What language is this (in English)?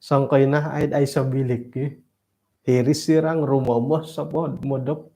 Central Dusun